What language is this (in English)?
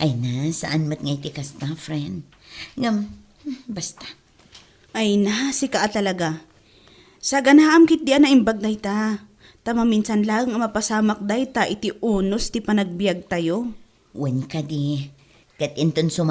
Iloko